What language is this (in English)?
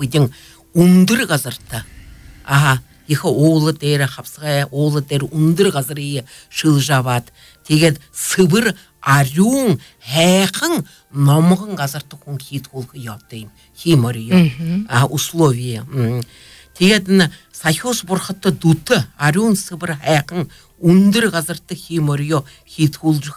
Buriat